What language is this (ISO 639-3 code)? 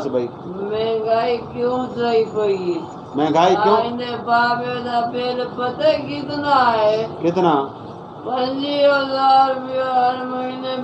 skr